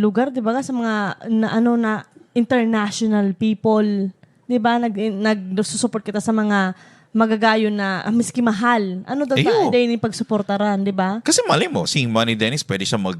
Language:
Bikol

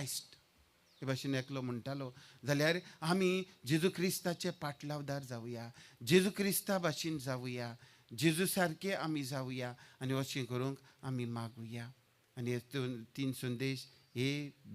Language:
Konkani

